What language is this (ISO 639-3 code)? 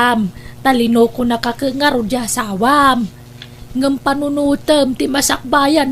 ilo